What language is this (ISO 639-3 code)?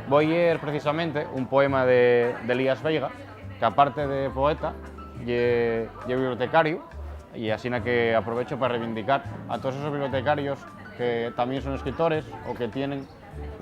ast